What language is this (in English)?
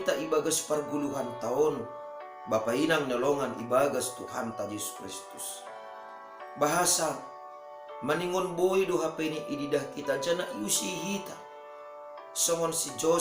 Batak Simalungun